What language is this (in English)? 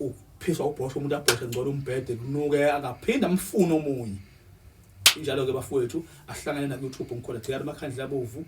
Zulu